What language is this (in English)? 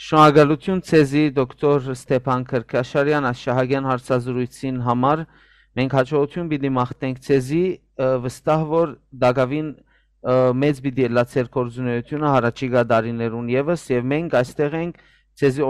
Western Armenian